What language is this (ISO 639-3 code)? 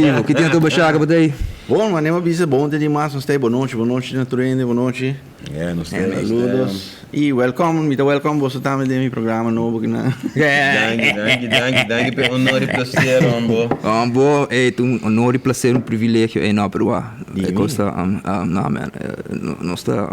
pap